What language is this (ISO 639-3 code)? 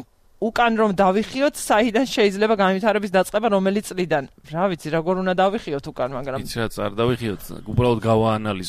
kat